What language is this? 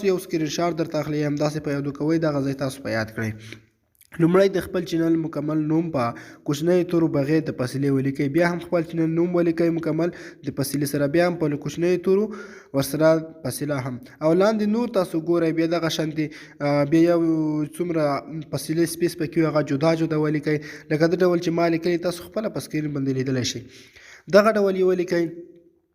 Pashto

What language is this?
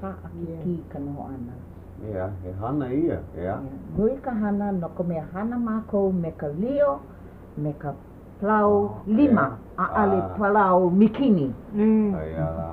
Hawaiian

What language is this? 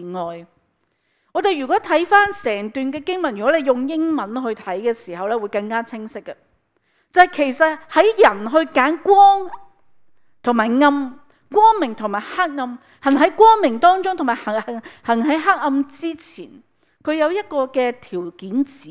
Cantonese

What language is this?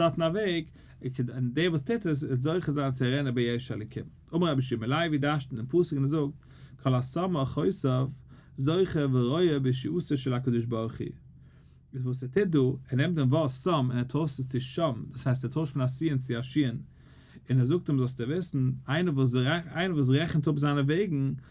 Yiddish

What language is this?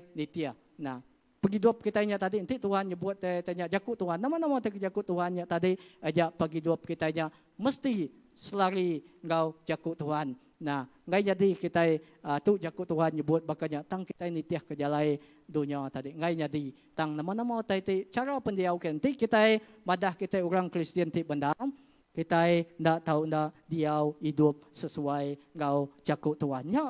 Iban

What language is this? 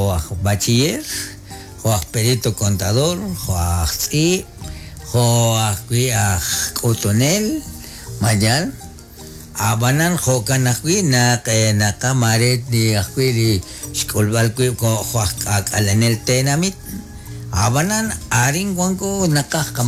Kekchí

